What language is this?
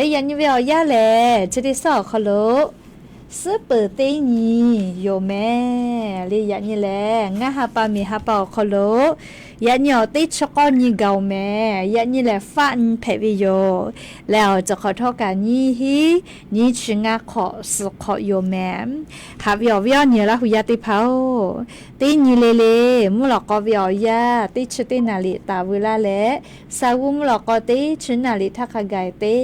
Lahu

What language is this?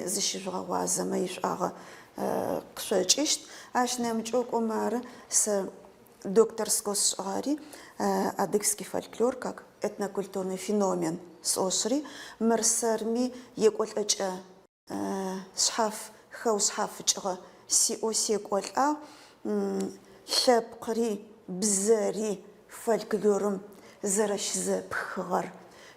Adyghe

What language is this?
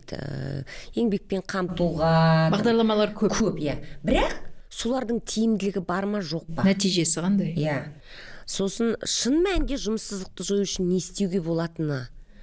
Kazakh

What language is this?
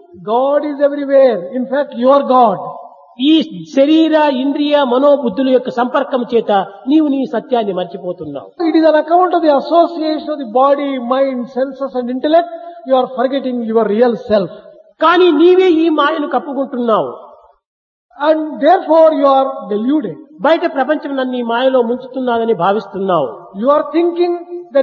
Telugu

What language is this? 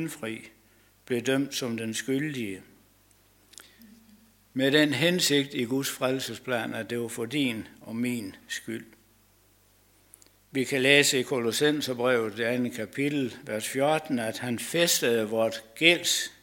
Danish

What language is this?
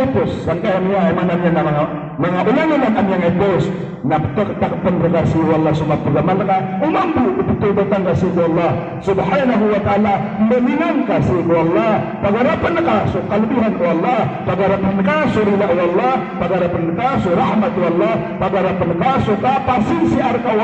Maranao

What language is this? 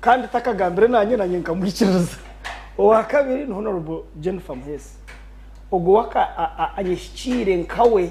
Nyankole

